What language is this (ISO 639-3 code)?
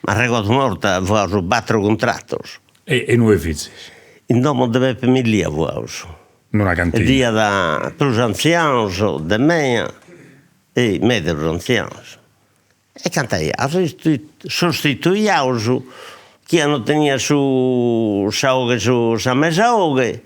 srd